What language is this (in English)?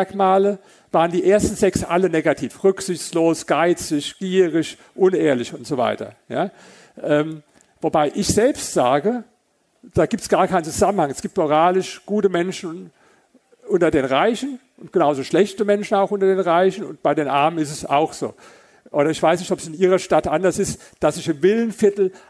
German